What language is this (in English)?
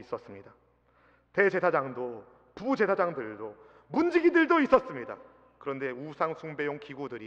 Korean